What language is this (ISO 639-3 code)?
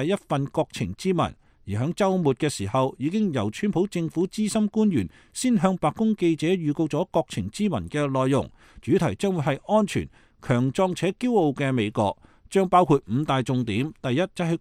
yue